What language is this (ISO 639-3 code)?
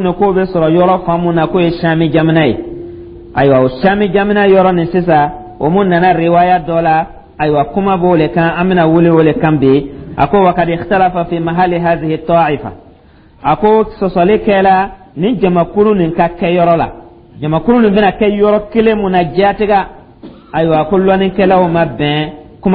dyu